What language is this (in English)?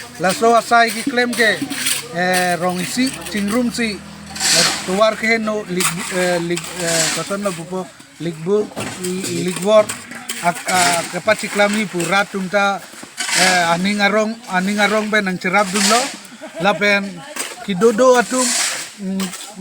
Karbi